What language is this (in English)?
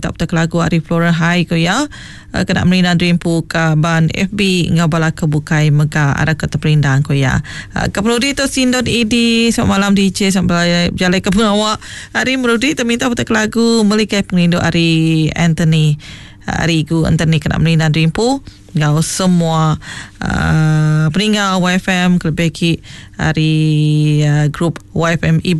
Iban